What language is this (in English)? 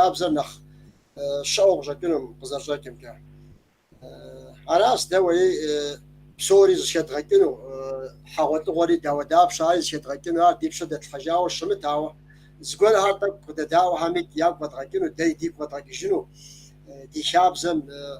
Kabardian